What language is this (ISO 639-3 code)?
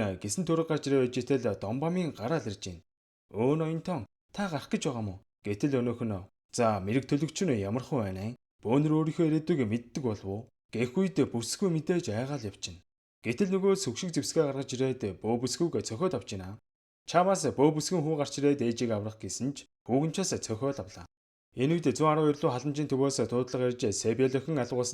mon